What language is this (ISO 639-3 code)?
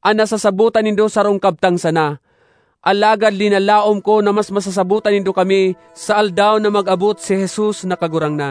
bik